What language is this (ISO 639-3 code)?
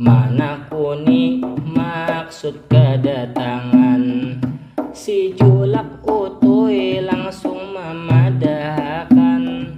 bjn